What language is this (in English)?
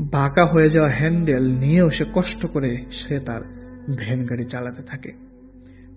Bangla